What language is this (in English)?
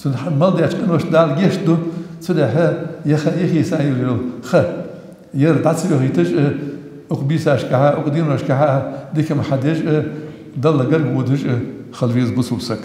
Ingush